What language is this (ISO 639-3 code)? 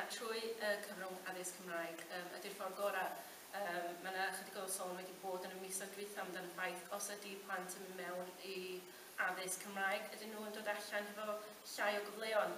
cym